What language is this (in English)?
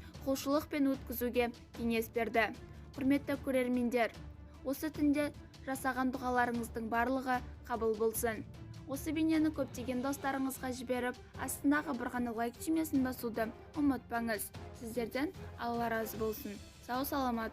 Kazakh